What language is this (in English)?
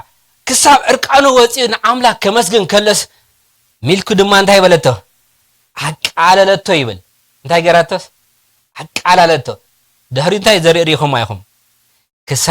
Tigrinya